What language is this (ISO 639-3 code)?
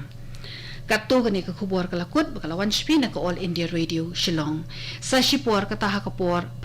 kha